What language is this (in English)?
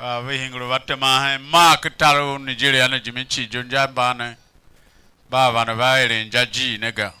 Tiv